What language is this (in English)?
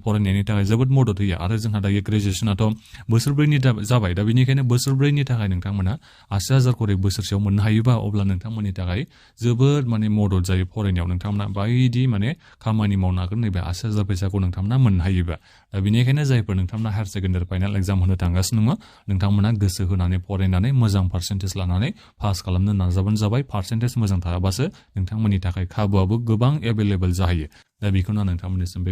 Bodo